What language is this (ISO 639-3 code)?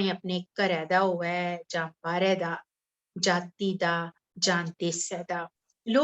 doi